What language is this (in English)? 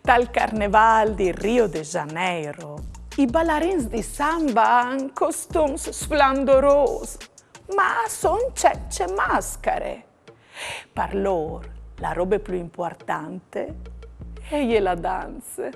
Friulian